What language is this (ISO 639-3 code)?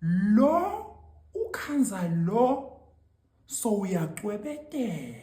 zul